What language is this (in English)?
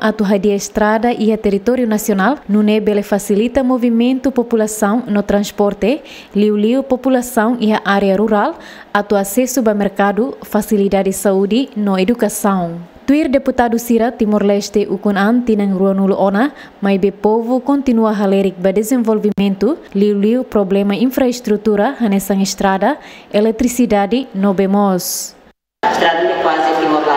Tetum